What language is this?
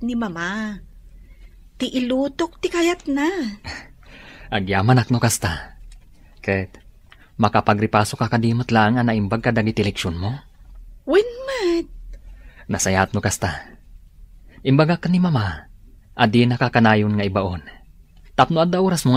Iloko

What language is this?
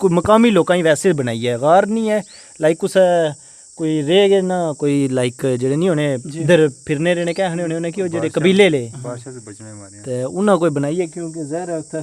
Pahari-Potwari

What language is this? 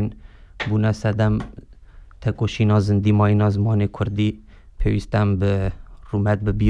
Kurdish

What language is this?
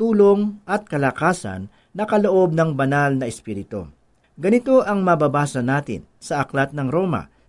Filipino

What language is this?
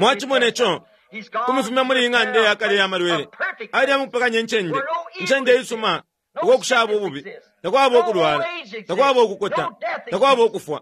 Bemba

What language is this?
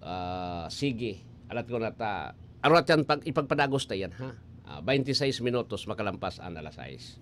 Bikol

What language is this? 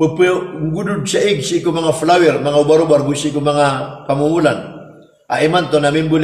Maranao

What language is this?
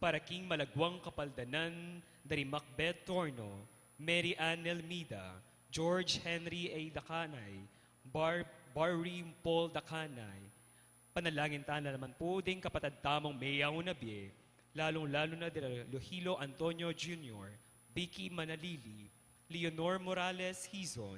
Pampanga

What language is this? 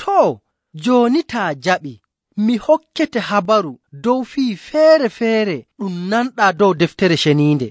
Nigerian Fulfulde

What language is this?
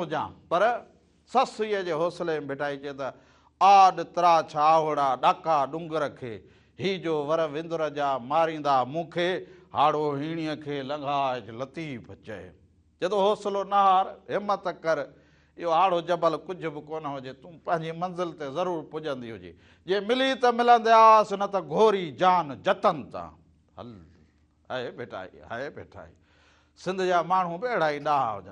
Sindhi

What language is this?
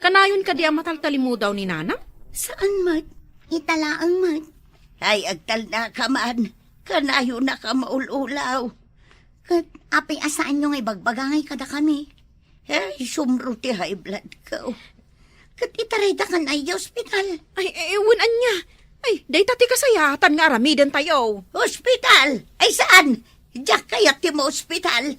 Iloko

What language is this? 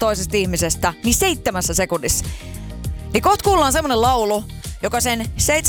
Finnish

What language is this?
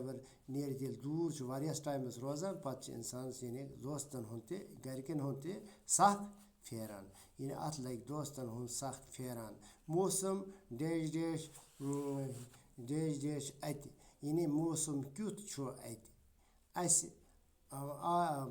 Kashmiri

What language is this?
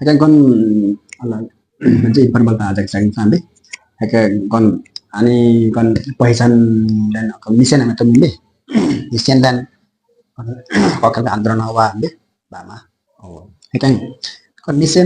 Limbu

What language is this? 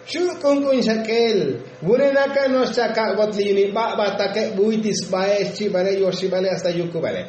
Tzotzil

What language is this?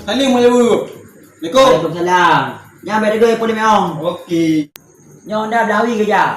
Achinese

